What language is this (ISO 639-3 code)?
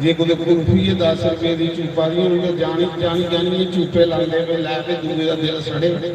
doi